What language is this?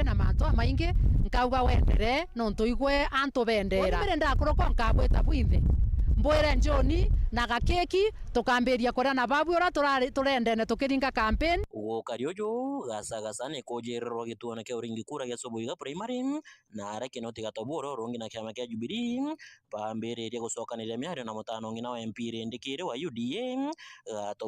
Meru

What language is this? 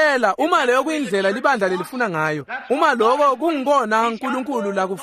Swati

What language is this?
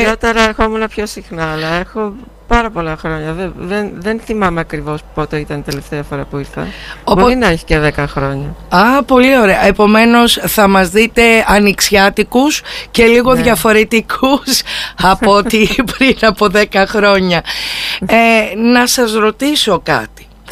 Greek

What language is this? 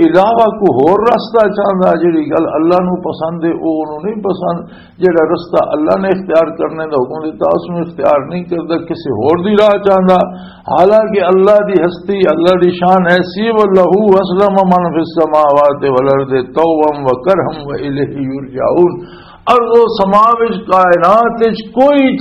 Western Panjabi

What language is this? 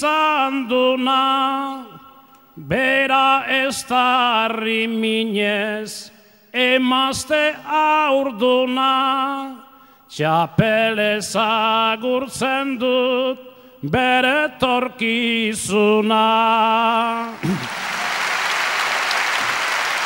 Basque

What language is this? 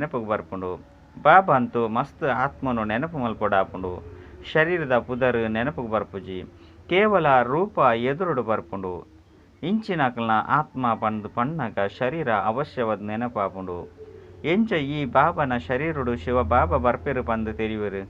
Tulu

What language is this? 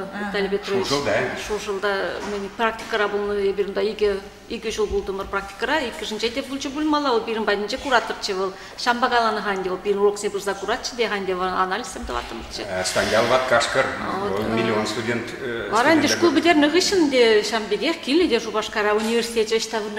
Chuvash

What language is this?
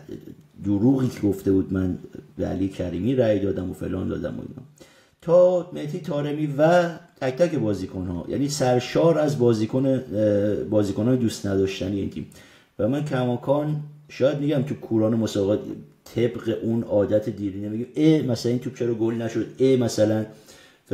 Persian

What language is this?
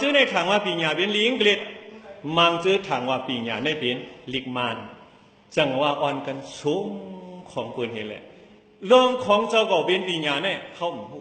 Shan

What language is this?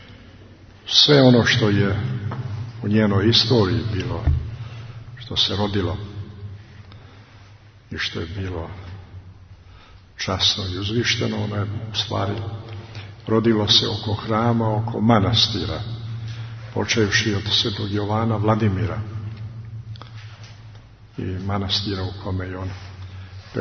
Serbian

